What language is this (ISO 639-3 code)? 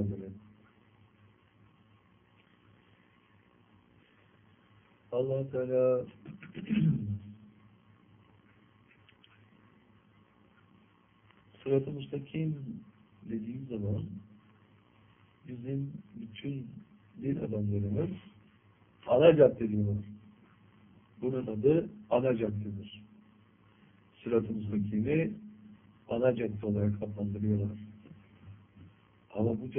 tur